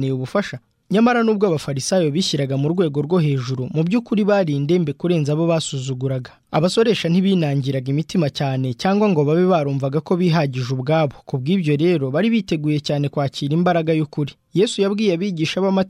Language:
Kinyarwanda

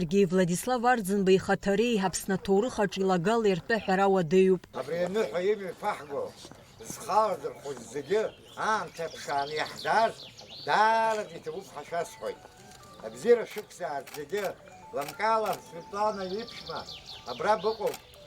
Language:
Abkhazian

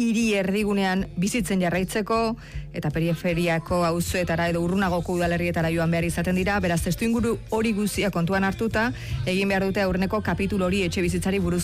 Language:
Basque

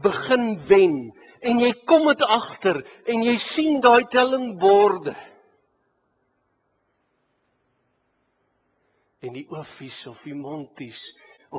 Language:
Afrikaans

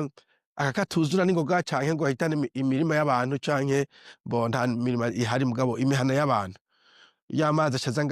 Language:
Rundi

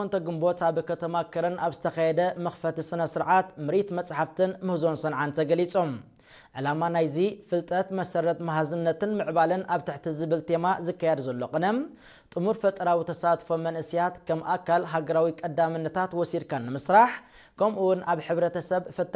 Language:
Tigrinya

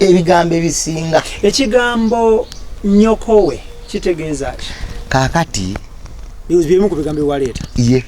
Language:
Ganda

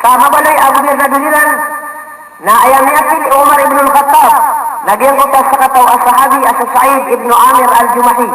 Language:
Maranao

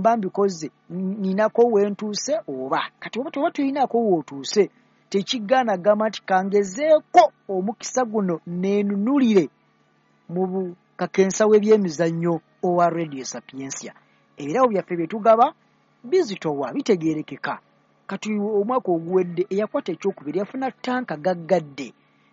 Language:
Ganda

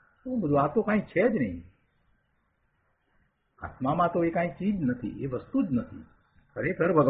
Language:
Gujarati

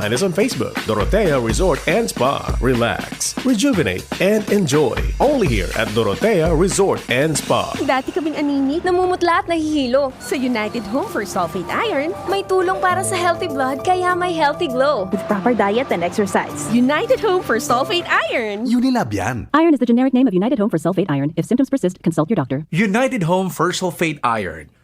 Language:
Bikol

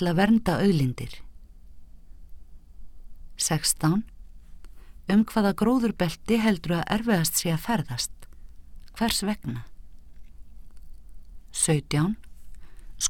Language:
Icelandic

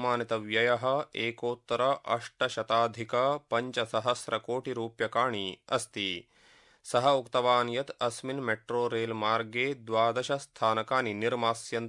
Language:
Sanskrit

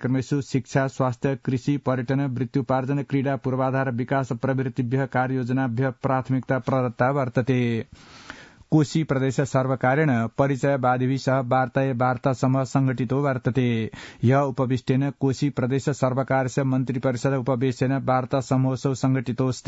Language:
Sanskrit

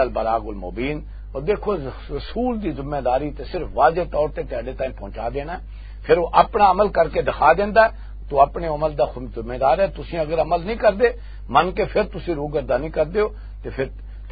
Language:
Western Panjabi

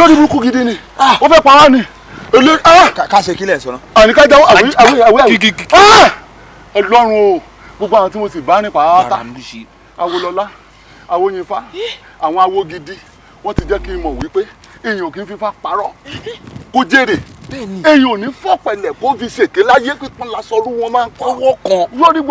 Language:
Yoruba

